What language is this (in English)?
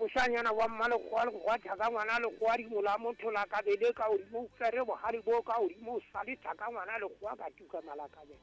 Southern Sotho